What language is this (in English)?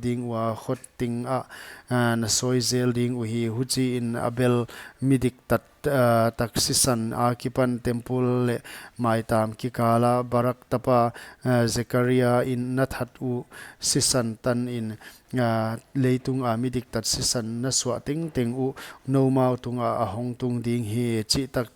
Paite Chin